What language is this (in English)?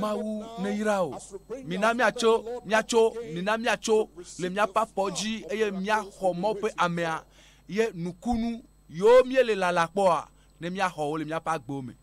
Ewe